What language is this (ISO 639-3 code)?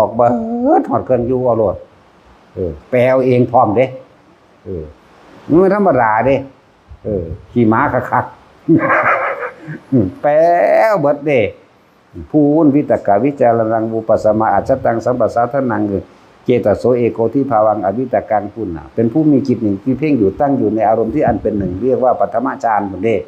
tts